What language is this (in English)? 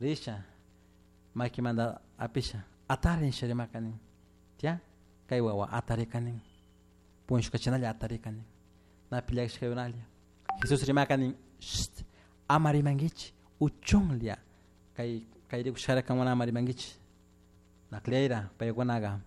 Chimborazo Highland Quichua